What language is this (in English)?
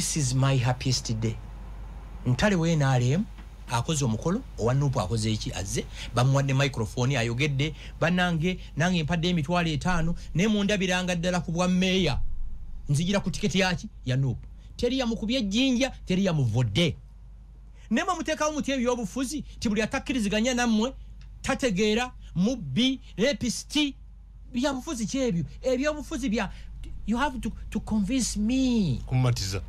Ganda